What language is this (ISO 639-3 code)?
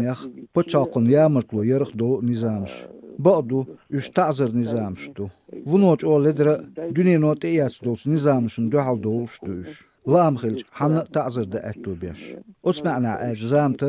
che